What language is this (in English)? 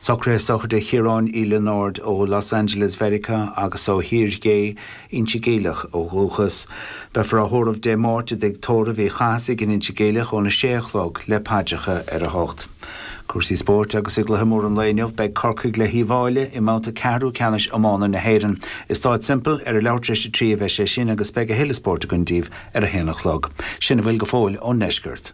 Irish